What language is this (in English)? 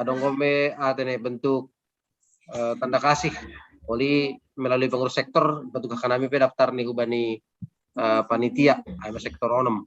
Batak Simalungun